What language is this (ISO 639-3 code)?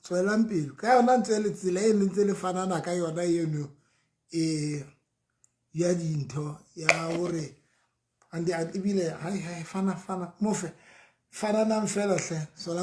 sot